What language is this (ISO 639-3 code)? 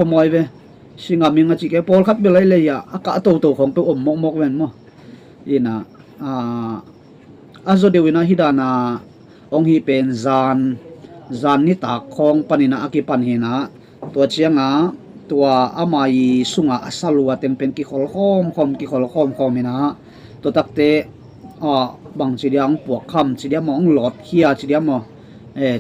ctd